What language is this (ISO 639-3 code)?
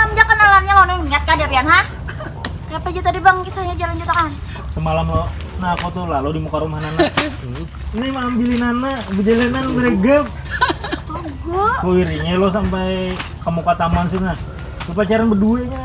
bjn